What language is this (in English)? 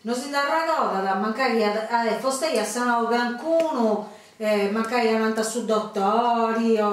Sardinian